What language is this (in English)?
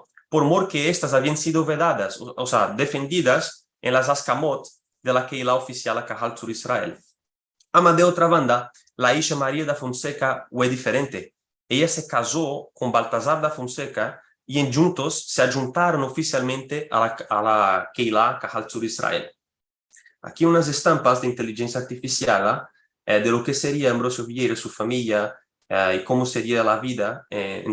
Ladino